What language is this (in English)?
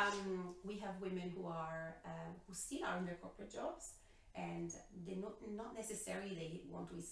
English